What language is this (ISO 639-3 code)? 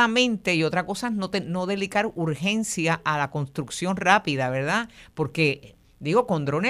spa